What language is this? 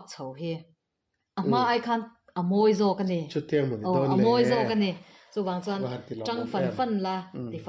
Mizo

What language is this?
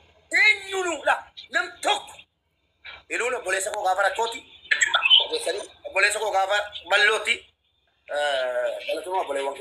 Oromo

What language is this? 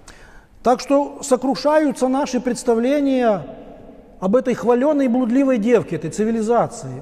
Russian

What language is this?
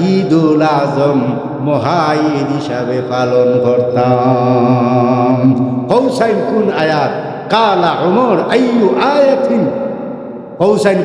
Sylheti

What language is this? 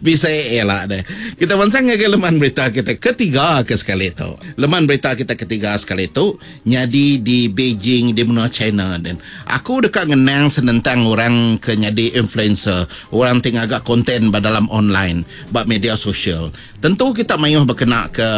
Iban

